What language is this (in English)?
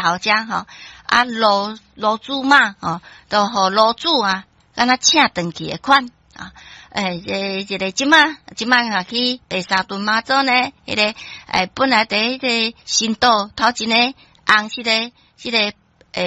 Min Nan Chinese